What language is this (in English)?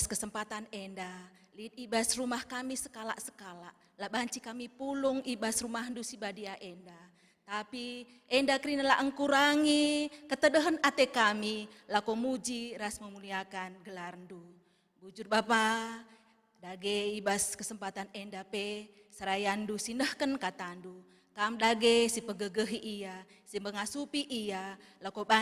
Batak Karo